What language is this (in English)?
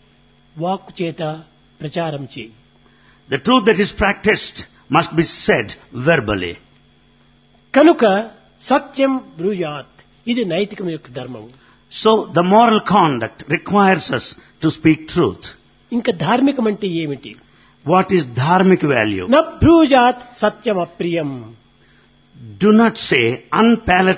Telugu